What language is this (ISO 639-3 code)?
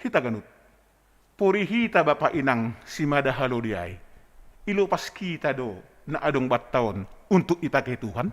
bts